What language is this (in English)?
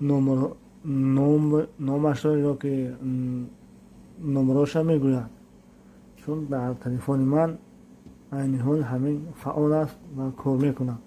Tajik